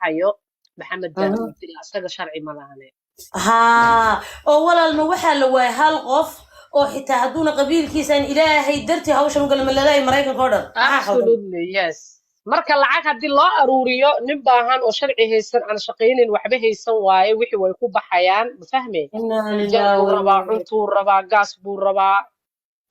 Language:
Somali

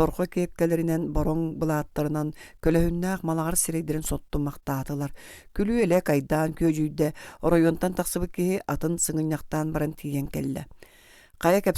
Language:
Yakut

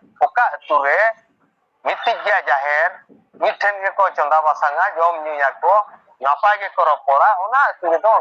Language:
Santali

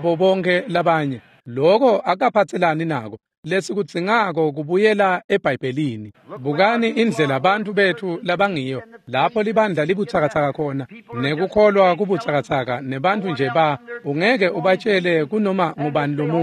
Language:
Swati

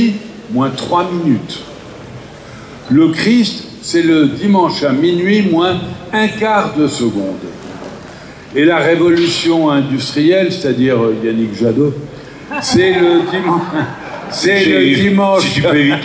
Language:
French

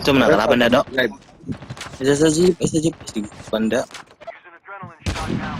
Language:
Cebuano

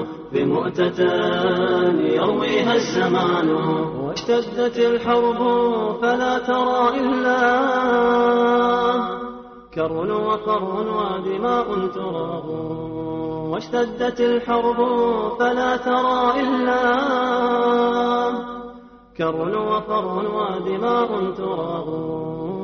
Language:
Bosnian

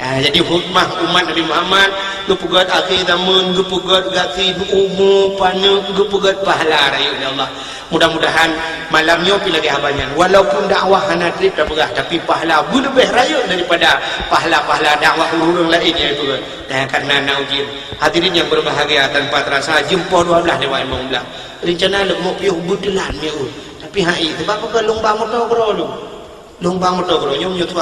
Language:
Achinese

